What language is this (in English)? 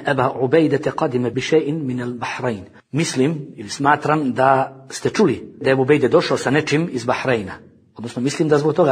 Bosnian